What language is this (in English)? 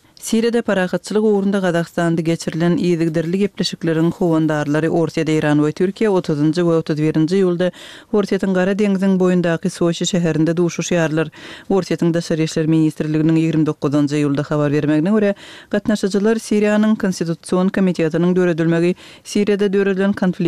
Turkmen